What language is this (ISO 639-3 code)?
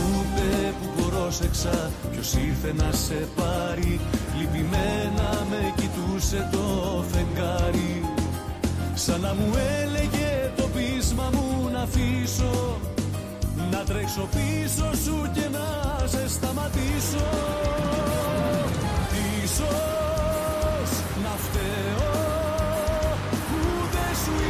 ell